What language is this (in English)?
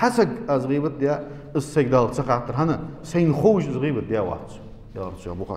Ingush